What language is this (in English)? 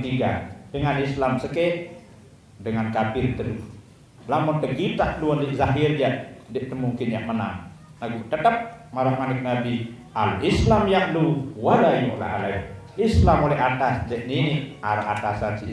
Sasak